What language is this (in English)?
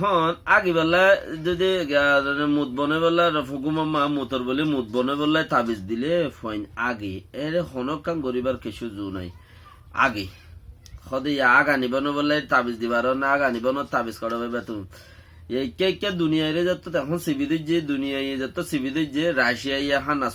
Rohingya